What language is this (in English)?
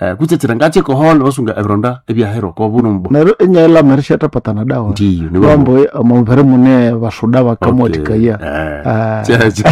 Nande